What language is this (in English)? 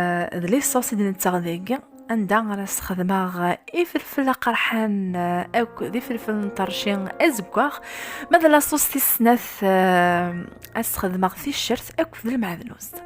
Kabyle